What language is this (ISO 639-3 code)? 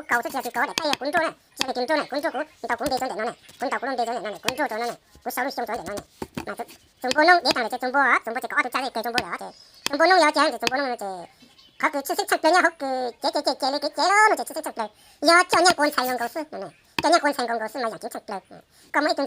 hmn